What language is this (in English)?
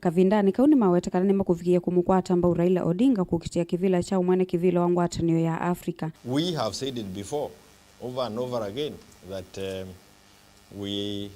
Kamba